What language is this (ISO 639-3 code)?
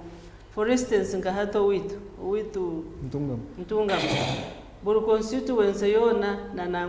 nyn